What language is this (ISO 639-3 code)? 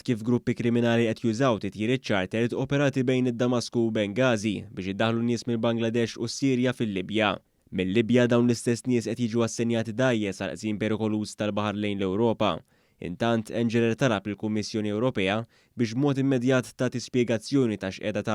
mlt